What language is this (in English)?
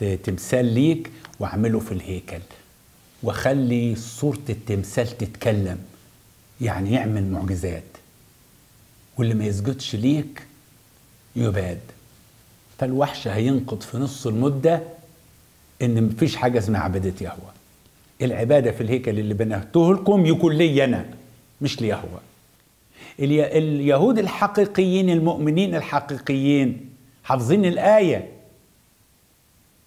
Egyptian Arabic